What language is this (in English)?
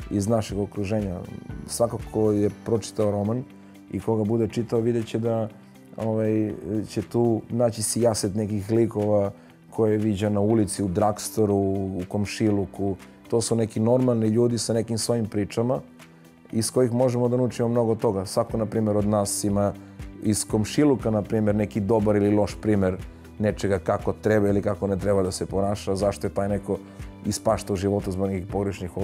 Serbian